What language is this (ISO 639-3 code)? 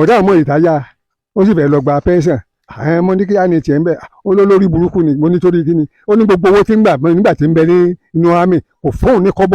yor